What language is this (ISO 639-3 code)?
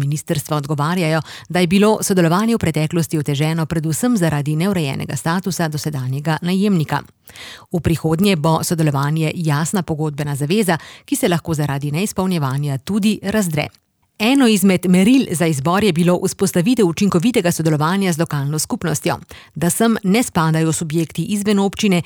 slv